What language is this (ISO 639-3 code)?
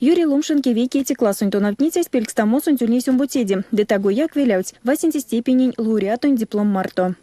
myv